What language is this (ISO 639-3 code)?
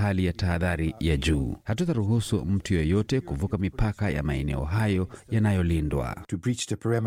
swa